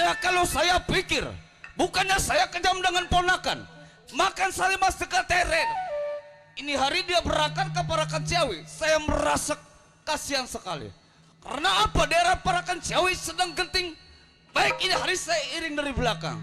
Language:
Betawi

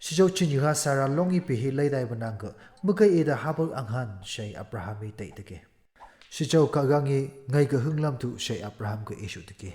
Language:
Phom Naga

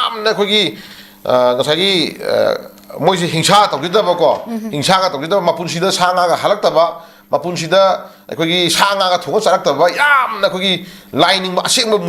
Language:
Manipuri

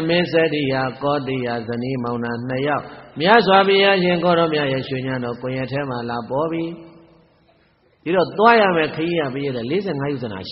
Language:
Burmese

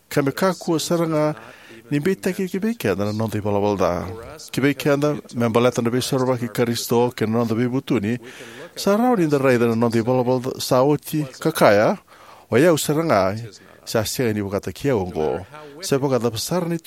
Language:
Fijian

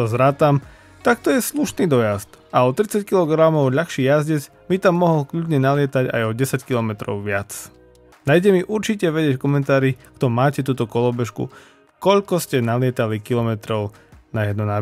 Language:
Slovak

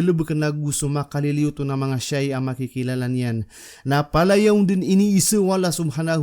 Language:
Maranao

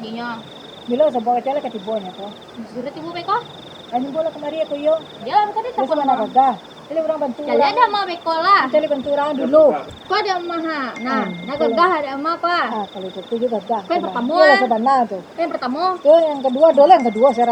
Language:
Minangkabau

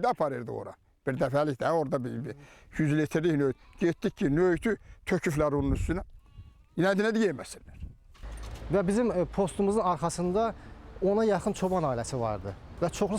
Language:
Azerbaijani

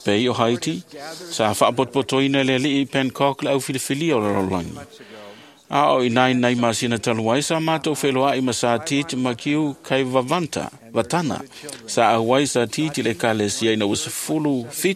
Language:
Samoan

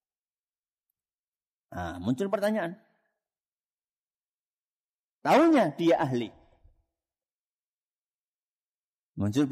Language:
Indonesian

